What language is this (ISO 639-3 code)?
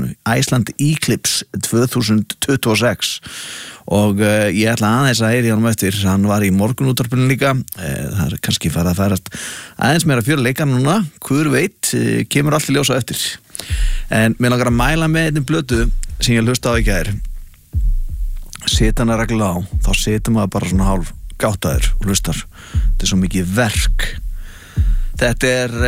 isl